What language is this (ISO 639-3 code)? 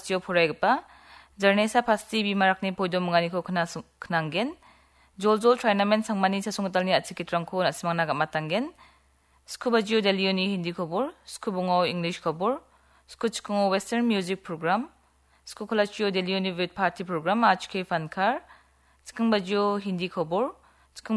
grt